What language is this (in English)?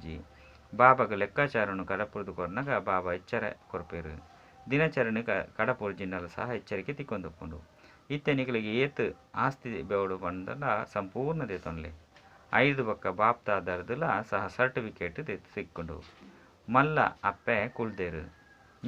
Tulu